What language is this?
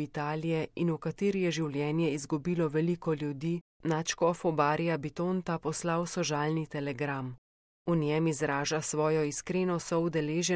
Slovenian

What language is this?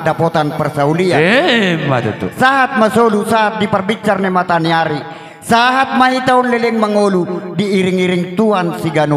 Batak Toba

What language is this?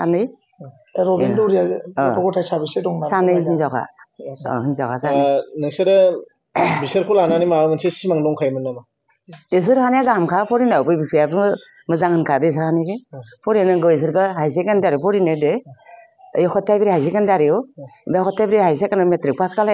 Bodo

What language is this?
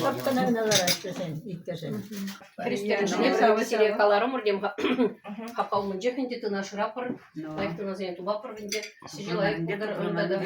Chuvash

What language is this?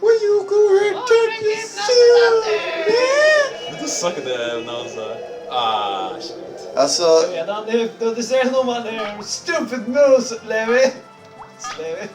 Faroese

